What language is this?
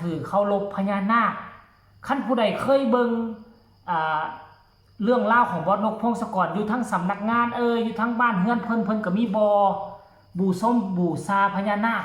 Northeastern Thai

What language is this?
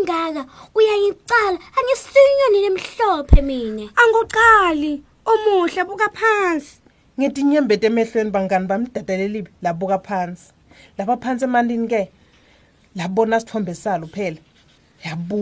Swati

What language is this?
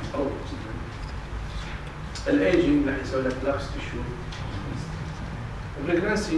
Mesopotamian Arabic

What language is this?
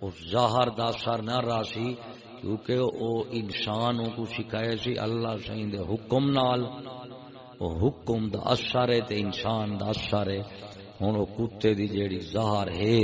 Saraiki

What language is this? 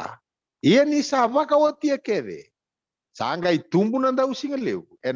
Fijian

